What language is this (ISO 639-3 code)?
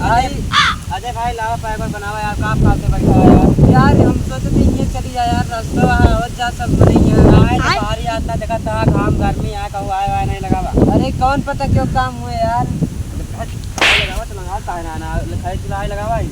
awa